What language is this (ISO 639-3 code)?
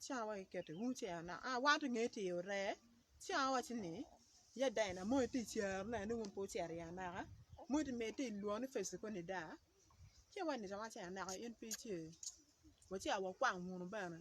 ach